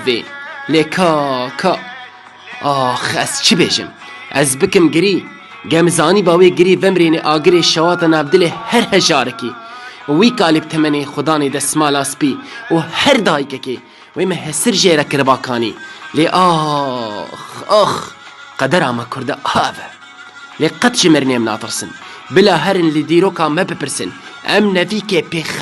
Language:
Kurdish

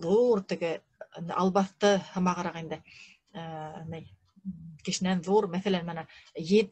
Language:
Bashkir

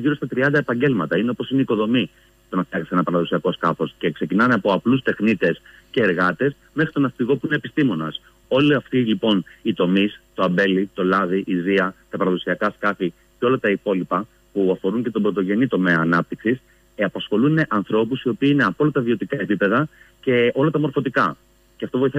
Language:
Greek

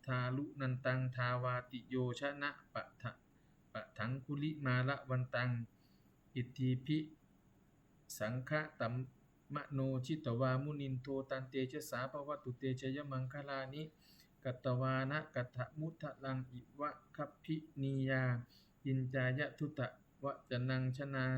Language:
Pali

